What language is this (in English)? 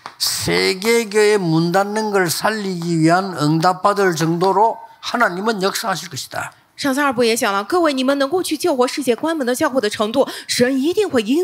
Korean